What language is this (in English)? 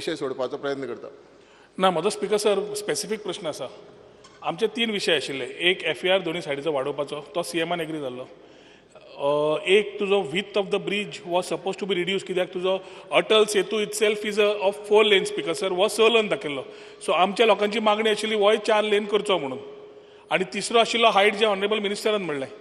Konkani